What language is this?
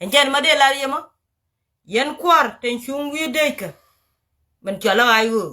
Nuer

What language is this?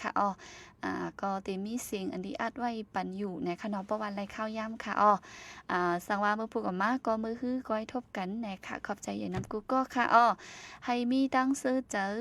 Shan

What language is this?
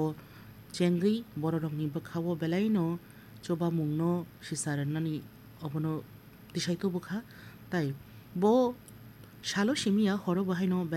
Kok Borok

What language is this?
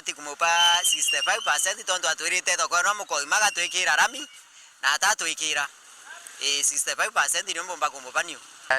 Meru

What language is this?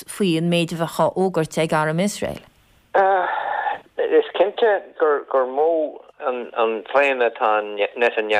Irish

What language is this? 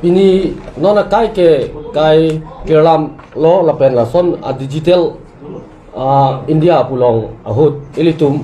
Karbi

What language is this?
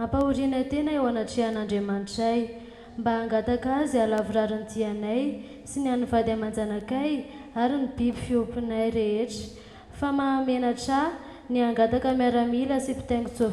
Malagasy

